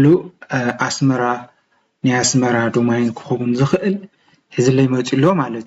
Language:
Tigrinya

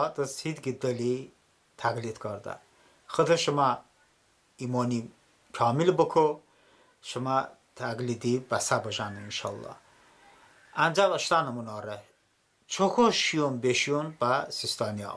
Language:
Talysh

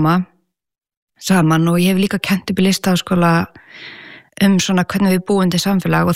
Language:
Icelandic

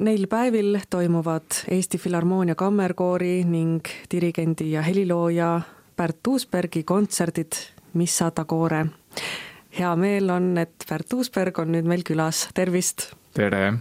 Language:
Estonian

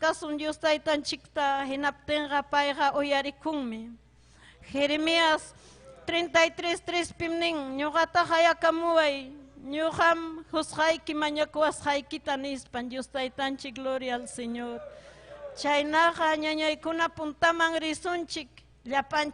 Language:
Ayacucho Quechua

